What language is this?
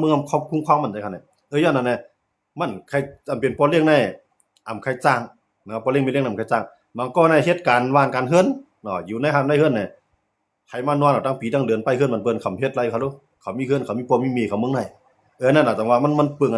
Shan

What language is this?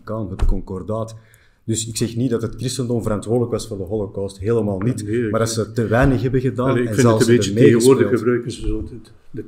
Dutch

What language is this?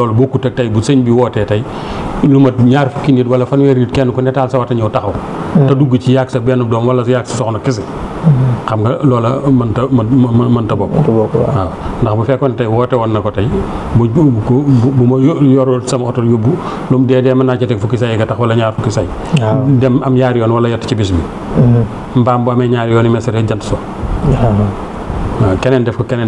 Wolof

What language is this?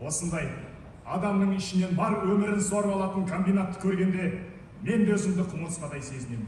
Kazakh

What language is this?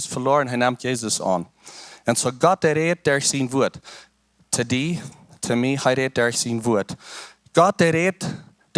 Plautdietsch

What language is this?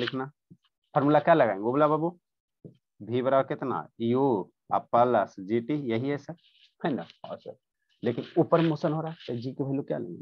Hindi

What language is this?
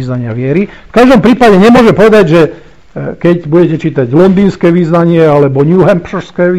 Slovak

